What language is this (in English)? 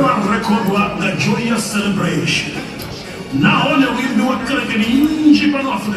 Venda